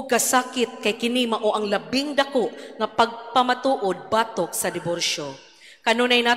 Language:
Cebuano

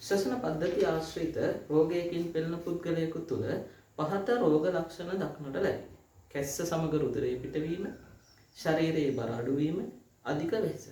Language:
Sinhala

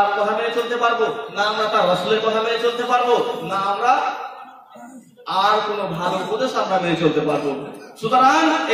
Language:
Bangla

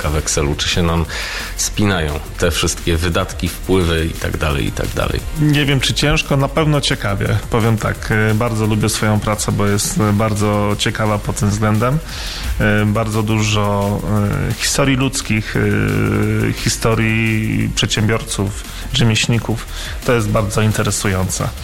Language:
Polish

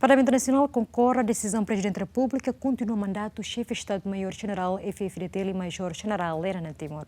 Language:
Tetum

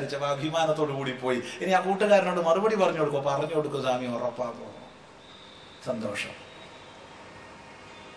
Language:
Malayalam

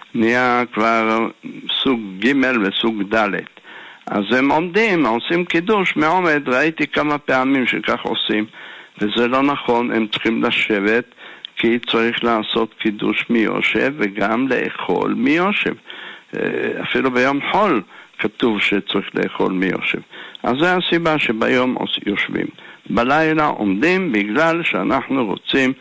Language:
Hebrew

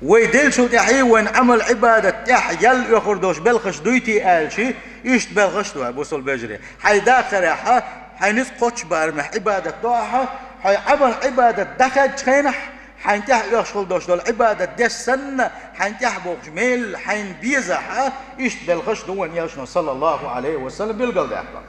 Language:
Chechen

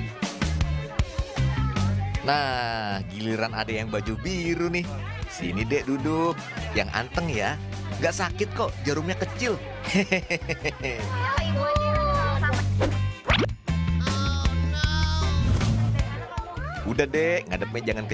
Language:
Indonesian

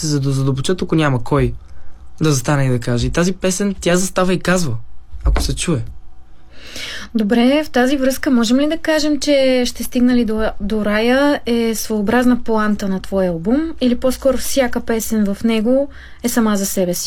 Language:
Bulgarian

